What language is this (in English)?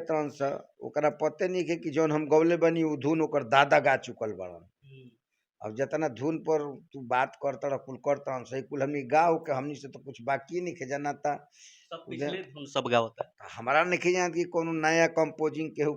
Bhojpuri